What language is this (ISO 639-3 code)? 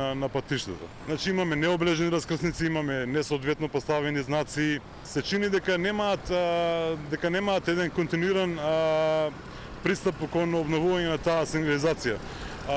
mkd